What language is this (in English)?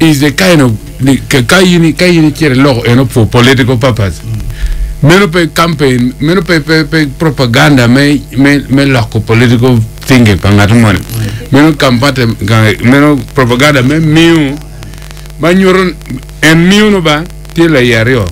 Acoli